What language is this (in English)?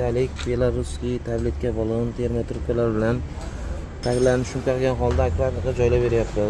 Uzbek